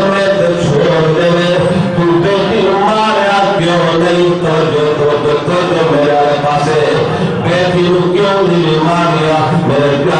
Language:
Saraiki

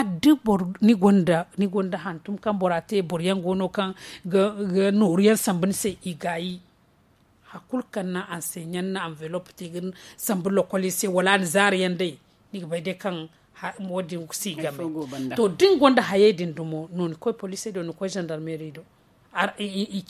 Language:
Zarma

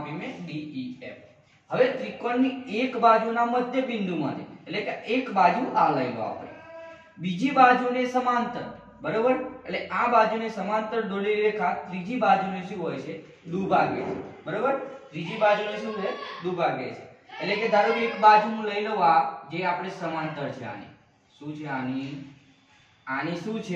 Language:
Gujarati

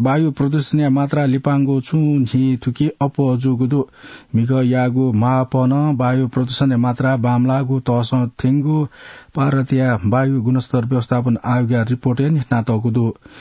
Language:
Newari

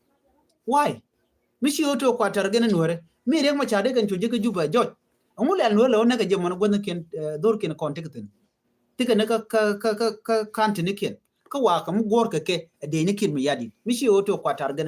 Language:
Nuer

